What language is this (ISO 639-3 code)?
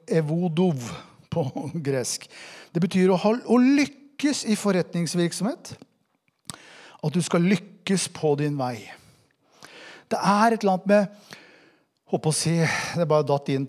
nor